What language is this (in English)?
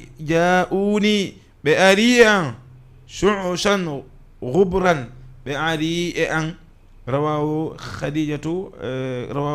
Fula